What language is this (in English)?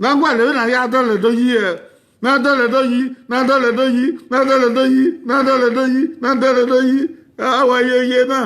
Bini